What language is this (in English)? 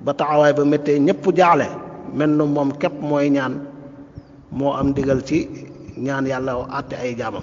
Wolof